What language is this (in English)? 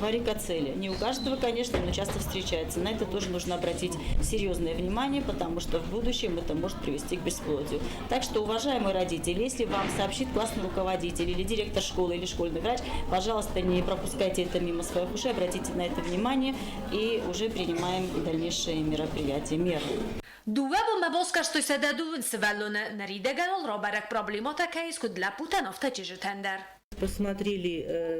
Ossetic